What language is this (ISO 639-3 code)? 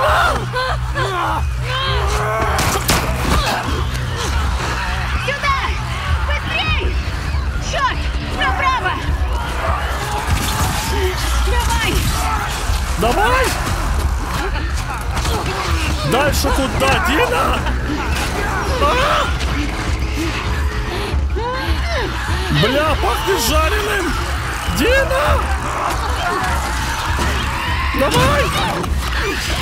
rus